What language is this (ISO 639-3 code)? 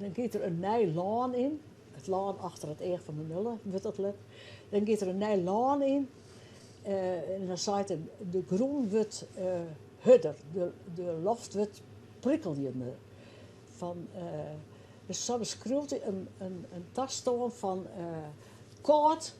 fry